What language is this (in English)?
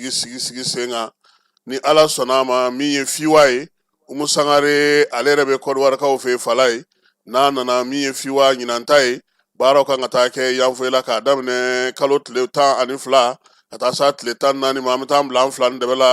Bambara